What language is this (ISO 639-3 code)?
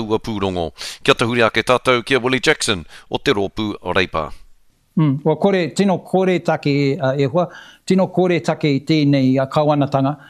mri